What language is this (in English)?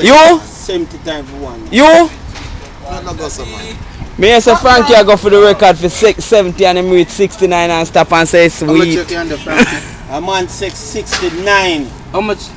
Jamaican Creole English